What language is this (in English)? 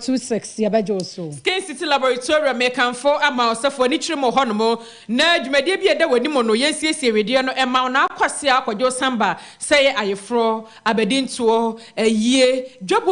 Akan